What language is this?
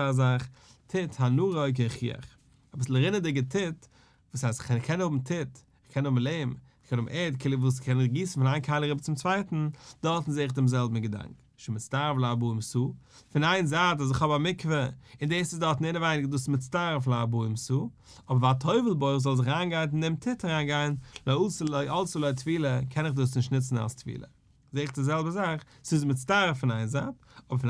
Yiddish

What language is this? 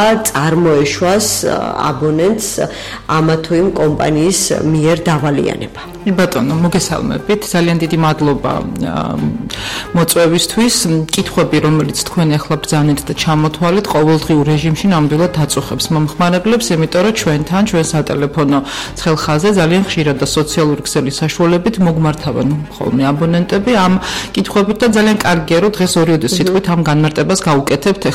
Georgian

